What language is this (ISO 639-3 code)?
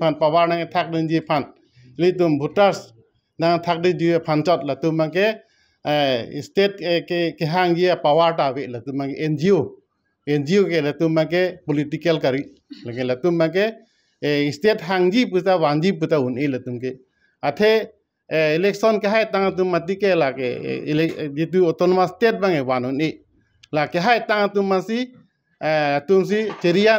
mjw